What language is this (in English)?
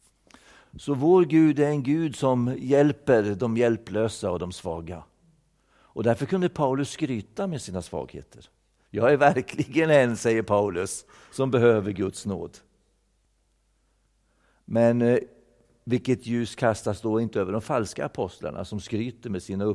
Swedish